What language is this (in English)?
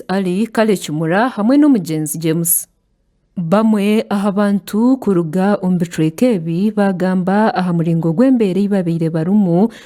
Nyankole